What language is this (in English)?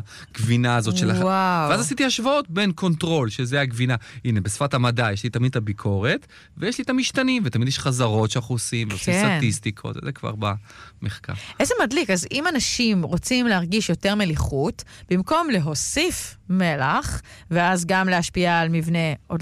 Hebrew